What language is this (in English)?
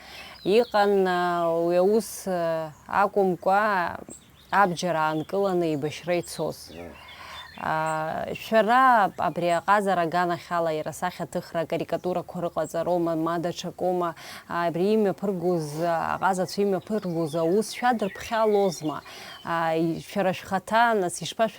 Abkhazian